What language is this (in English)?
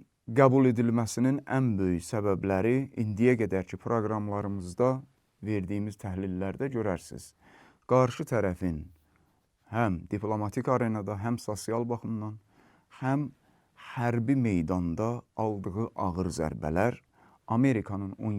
Azerbaijani